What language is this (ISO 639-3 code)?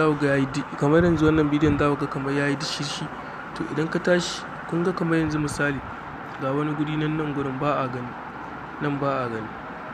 hau